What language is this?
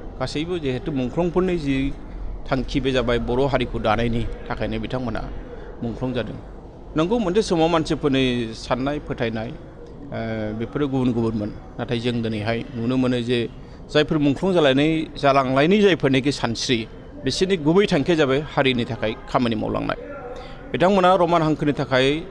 Bodo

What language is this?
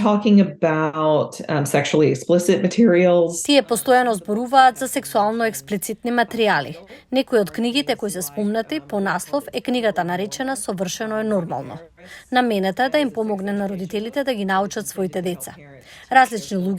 Macedonian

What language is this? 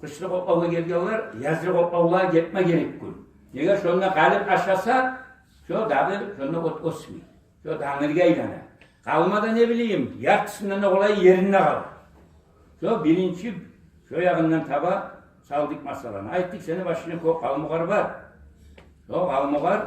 Kumyk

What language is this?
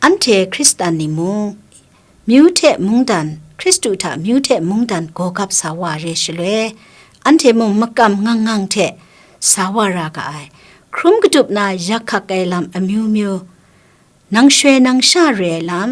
Kachin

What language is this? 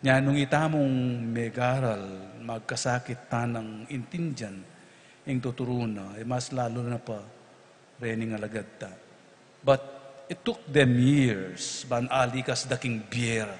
Pampanga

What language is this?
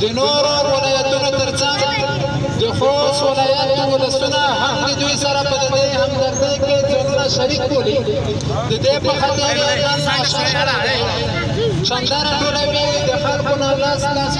Pashto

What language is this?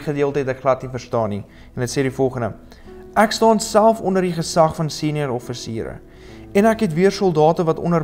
Afrikaans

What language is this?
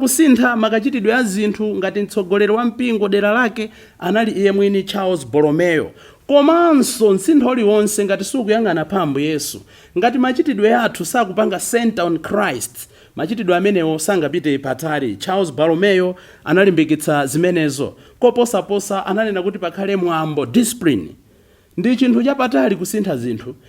Nyanja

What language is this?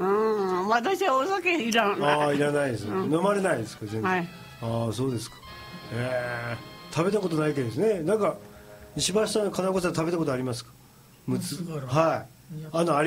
Japanese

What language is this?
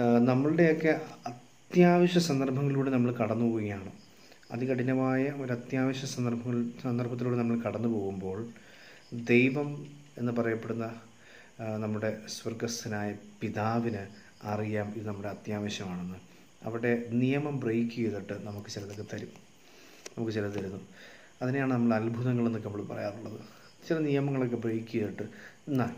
Malayalam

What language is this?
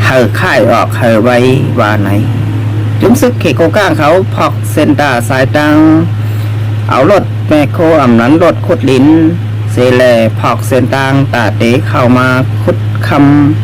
Shan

